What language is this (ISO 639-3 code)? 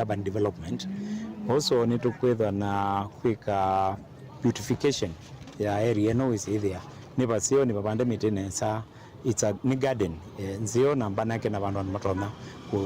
kam